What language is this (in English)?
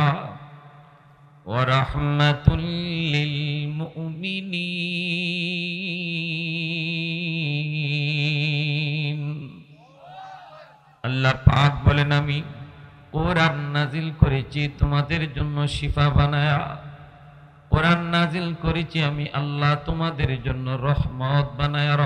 Bangla